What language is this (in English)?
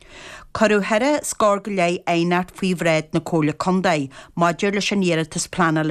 Irish